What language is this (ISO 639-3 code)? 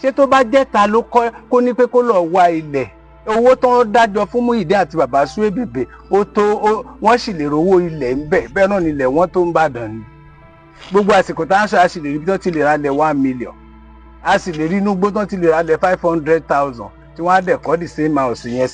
yor